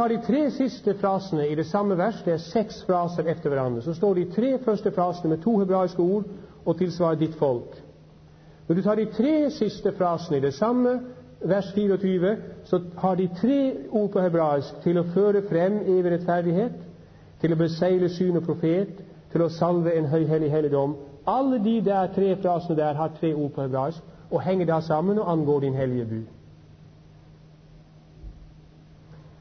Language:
Norwegian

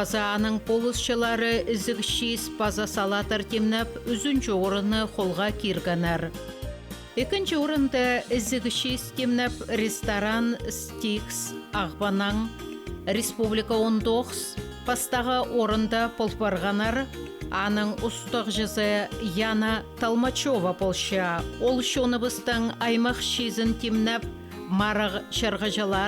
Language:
Khakas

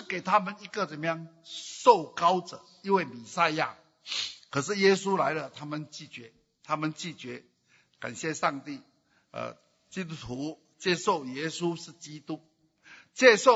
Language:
Chinese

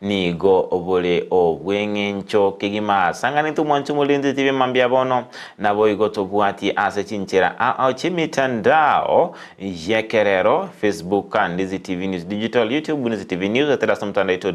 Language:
Gusii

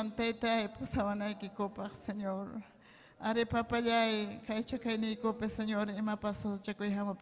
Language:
Ayacucho Quechua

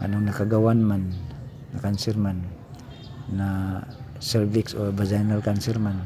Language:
Cebuano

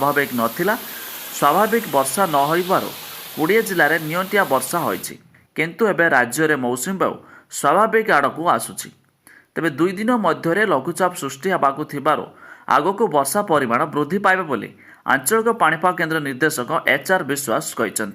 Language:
Odia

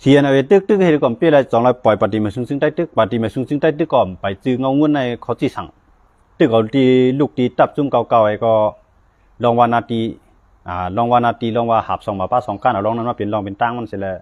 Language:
Shan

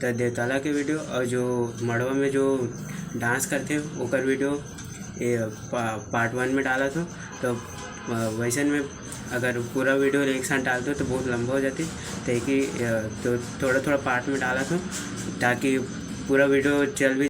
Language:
Chhattisgarhi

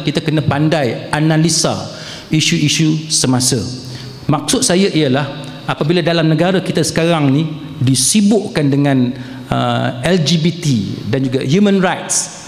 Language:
Malay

